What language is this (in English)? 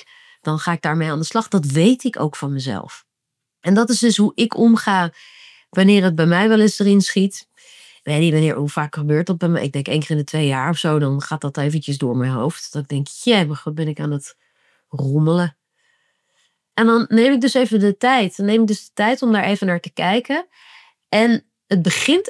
Dutch